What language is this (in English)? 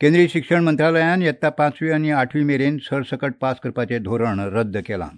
Konkani